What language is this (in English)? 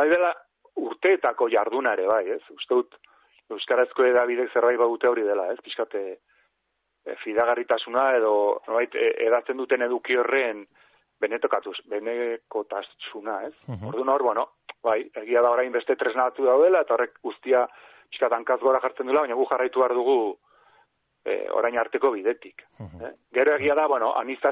Basque